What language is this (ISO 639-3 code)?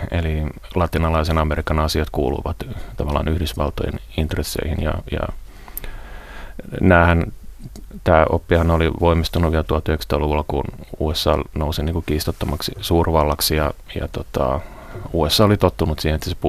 fin